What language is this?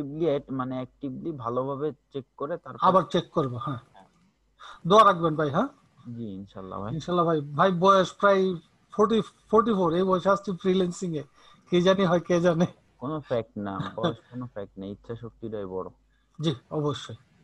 Bangla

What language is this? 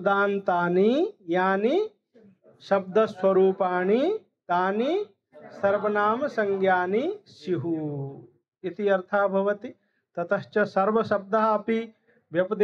Sanskrit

